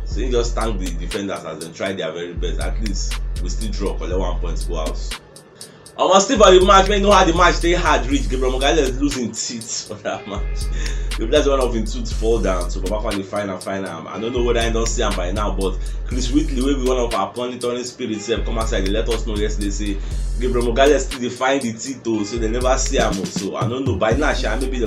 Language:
Nigerian Pidgin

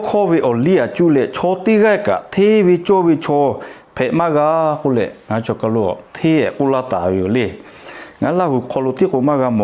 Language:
Lahu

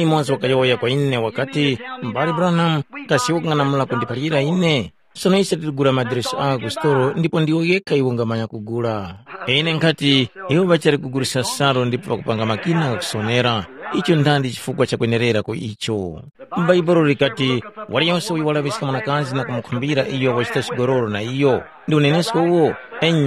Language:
Tumbuka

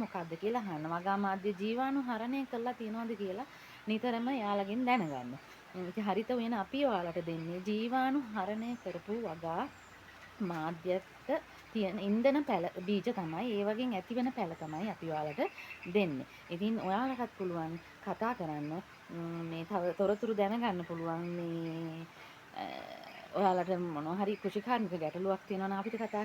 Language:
Sinhala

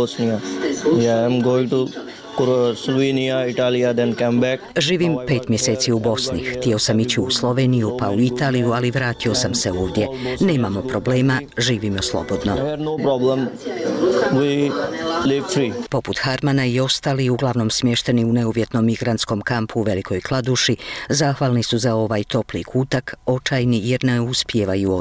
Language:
Bosnian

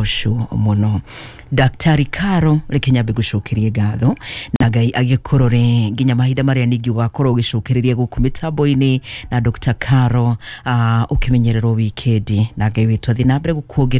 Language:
Kikuyu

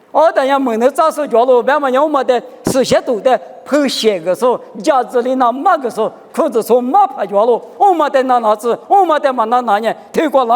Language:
Lisu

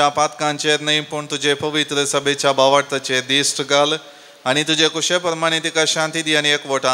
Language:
Konkani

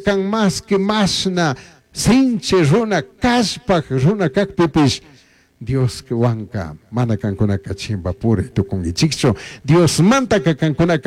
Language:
Chimborazo Highland Quichua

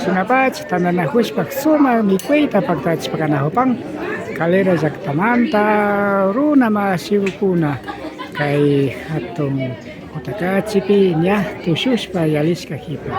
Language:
Imbabura Highland Quichua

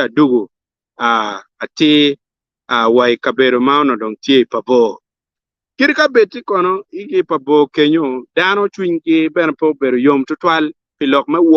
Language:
Acoli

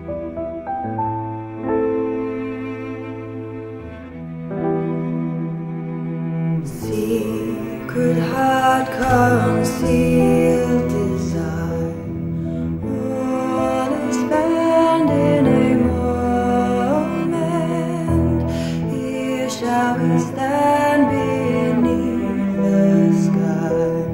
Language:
English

